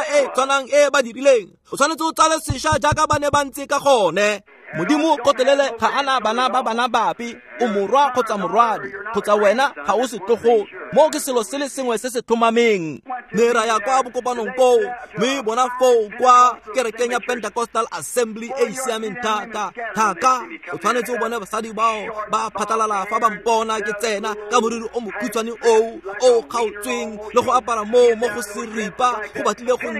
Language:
Tswana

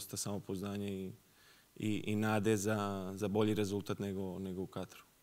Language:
Serbian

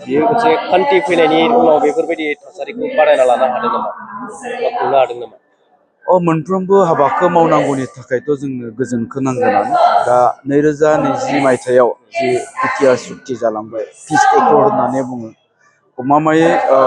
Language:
Bodo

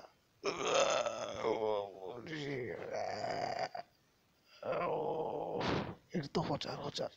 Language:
Odia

